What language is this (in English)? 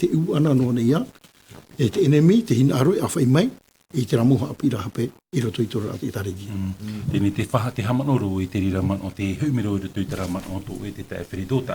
Tahitian